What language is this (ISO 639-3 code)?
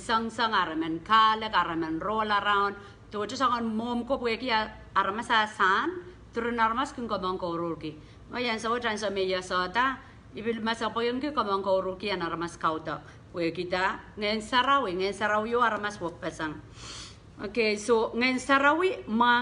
pon